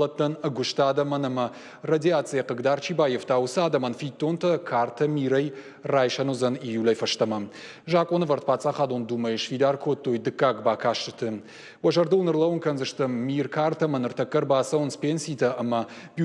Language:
Ossetic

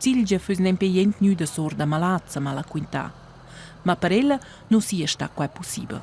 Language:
Romansh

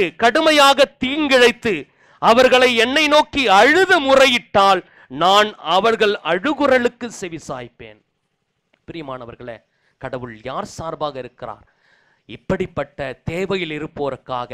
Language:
Tamil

